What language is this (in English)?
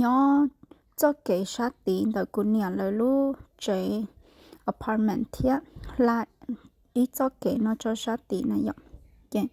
Hmong